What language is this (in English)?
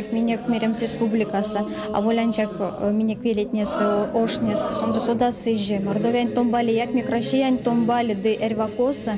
Erzya